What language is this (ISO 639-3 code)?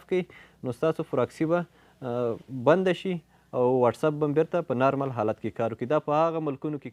pus